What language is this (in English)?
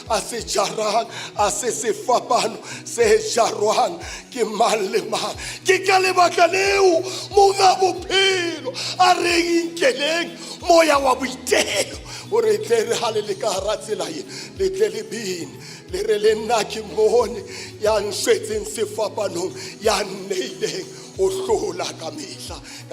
Southern Sotho